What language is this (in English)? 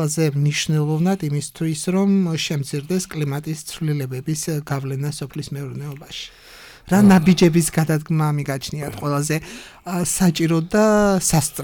Georgian